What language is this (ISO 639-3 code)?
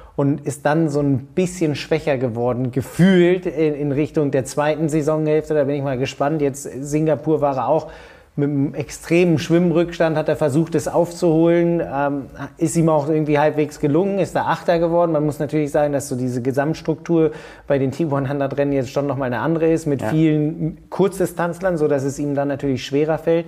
deu